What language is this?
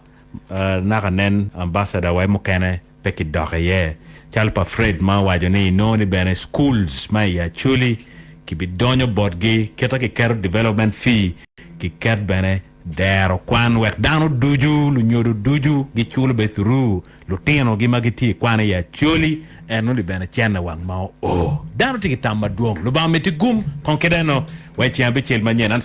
Acoli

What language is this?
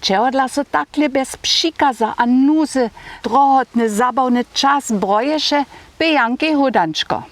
Upper Sorbian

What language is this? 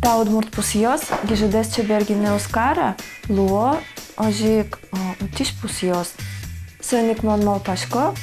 Udmurt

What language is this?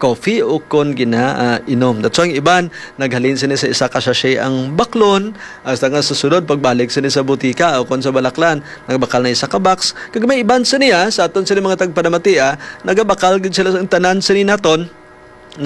Hiligaynon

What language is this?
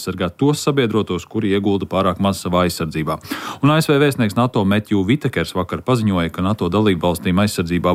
Latvian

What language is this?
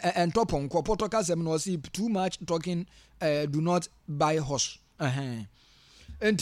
Akan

